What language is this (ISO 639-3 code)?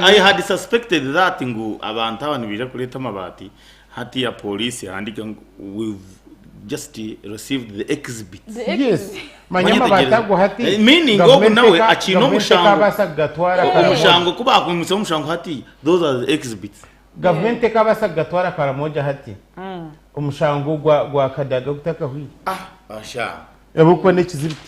nyn